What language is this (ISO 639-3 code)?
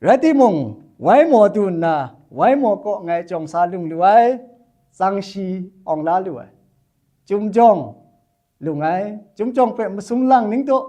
kac